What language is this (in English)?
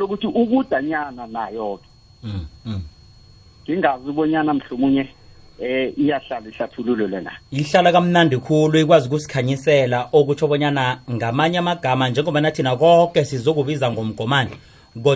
South Ndebele